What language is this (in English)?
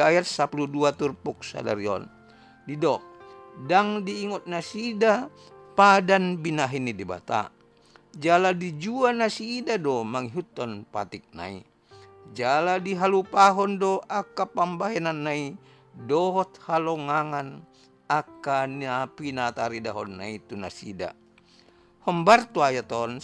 Batak Toba